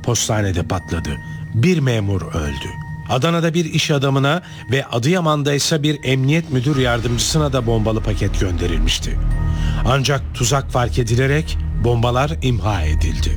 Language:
Turkish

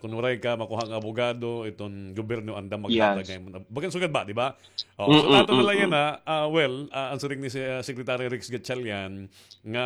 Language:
Waray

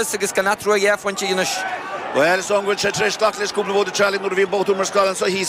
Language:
Irish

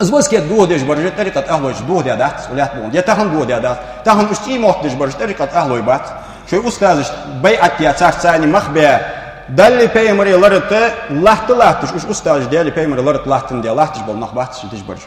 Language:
Ingush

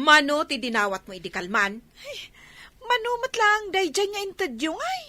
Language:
Iloko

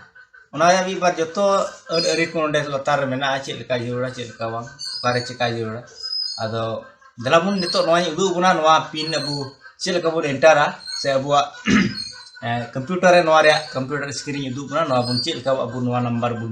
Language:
Santali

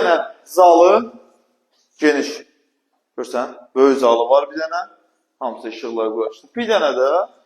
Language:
Azerbaijani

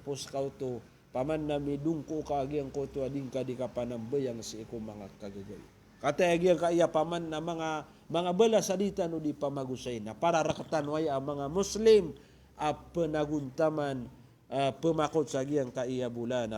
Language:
Maranao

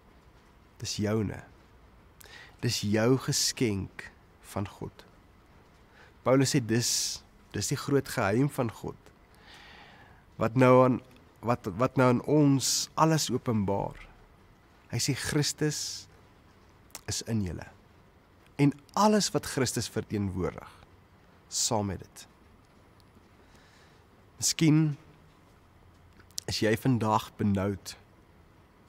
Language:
Afrikaans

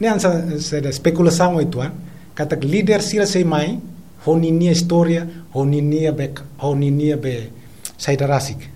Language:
Tetum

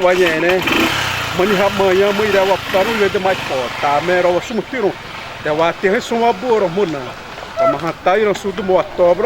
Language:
Xavánte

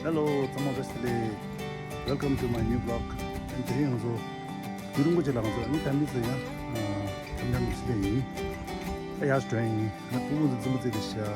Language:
Tibetan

